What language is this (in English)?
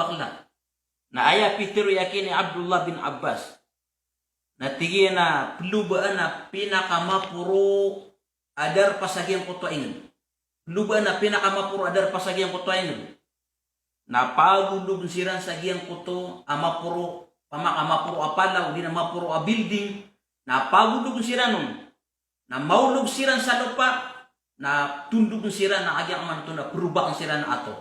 Maranao